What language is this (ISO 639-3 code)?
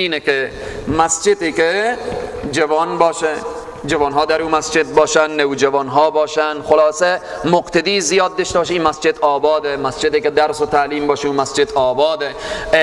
fas